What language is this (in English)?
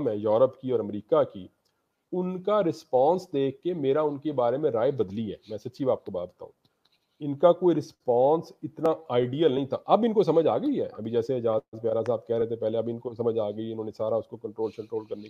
Urdu